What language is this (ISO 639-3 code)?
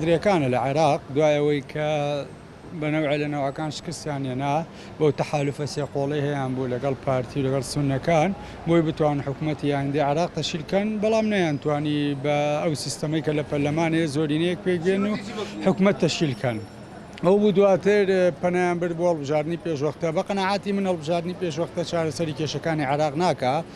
ckb